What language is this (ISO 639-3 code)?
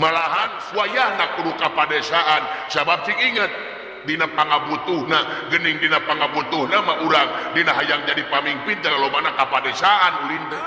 sun